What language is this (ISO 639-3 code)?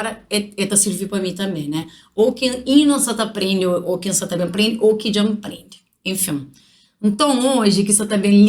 kea